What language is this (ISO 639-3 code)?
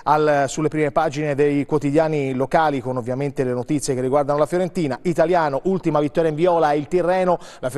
ita